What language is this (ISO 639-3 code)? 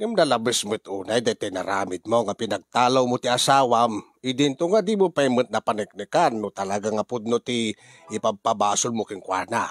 ilo